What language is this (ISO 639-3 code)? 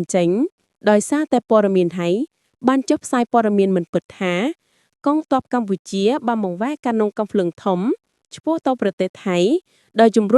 khm